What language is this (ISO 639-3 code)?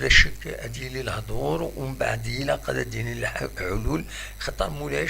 kab